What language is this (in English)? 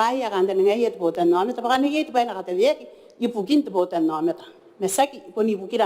Gilbertese